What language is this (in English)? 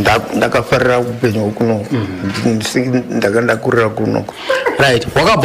Shona